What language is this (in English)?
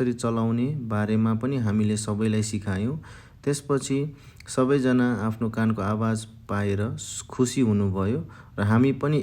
Nepali